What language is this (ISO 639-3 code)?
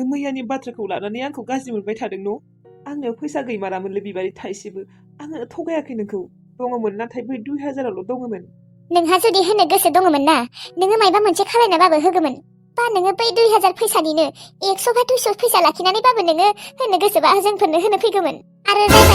brx